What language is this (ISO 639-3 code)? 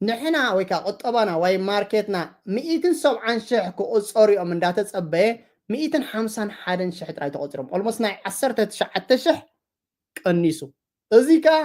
tir